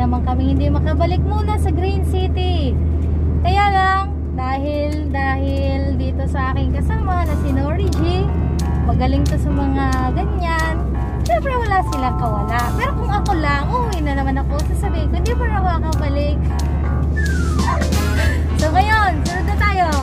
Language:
Filipino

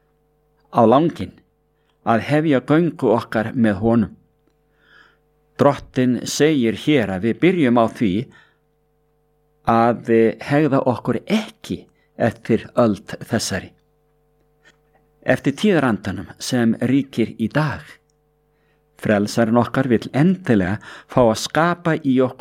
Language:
Icelandic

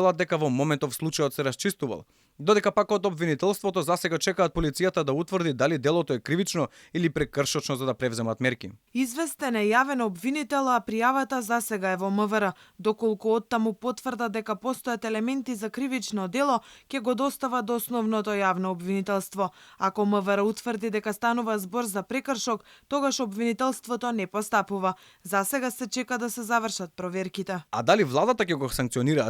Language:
Macedonian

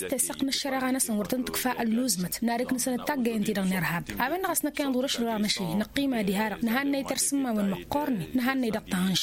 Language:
Tamasheq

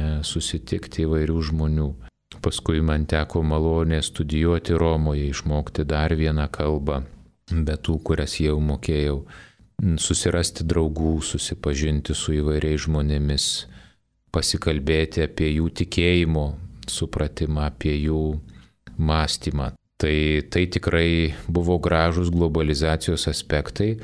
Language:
Lithuanian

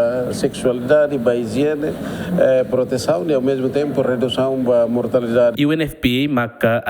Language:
Tetum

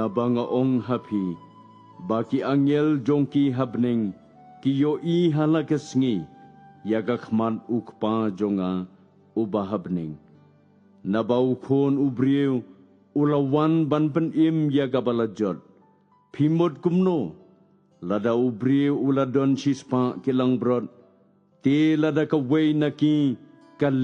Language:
Khasi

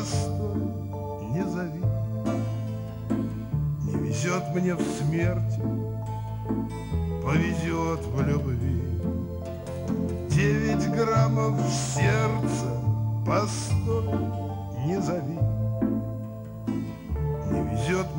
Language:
Russian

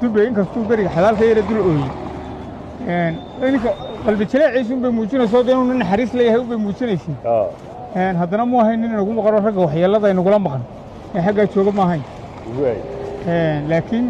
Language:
Somali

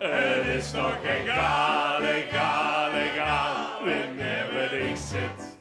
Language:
Limburgish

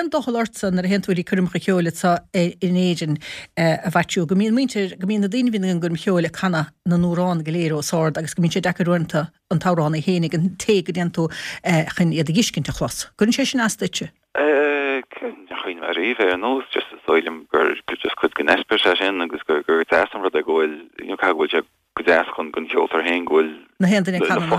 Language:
Irish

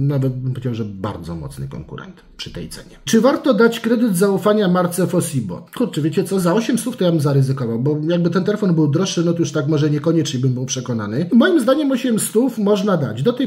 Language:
Polish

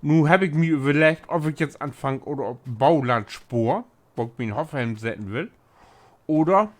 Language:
Low German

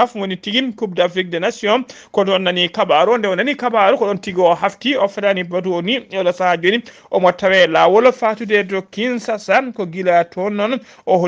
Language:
Fula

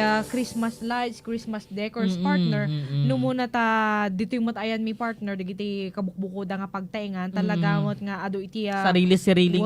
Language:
Iloko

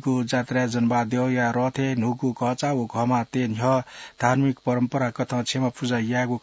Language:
Newari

